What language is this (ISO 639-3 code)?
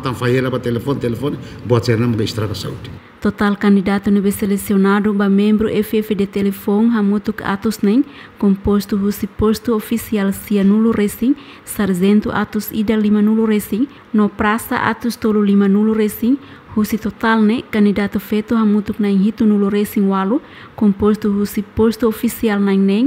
tet